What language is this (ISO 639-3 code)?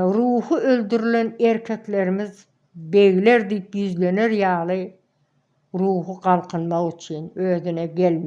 tuk